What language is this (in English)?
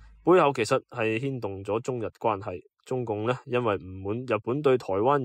Cantonese